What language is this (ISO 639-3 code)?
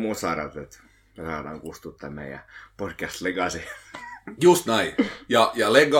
fin